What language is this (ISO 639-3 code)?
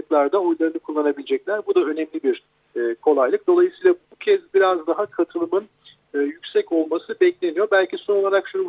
tur